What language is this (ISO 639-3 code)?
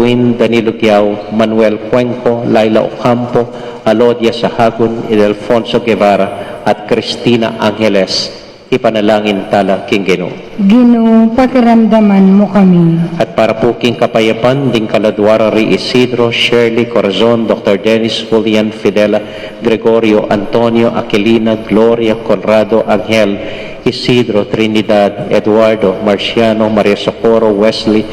pam